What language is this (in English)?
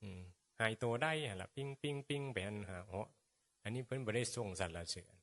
Northeastern Thai